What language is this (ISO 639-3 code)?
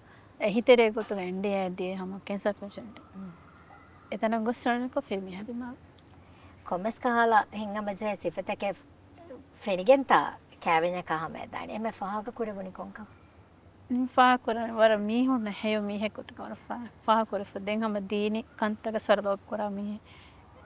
div